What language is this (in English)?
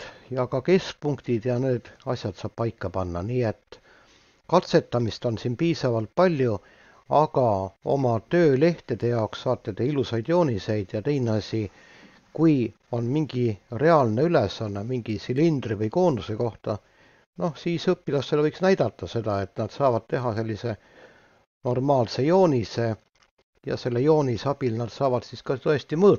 Estonian